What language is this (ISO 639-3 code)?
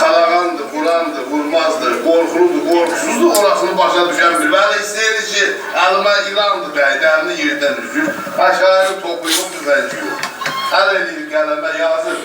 azb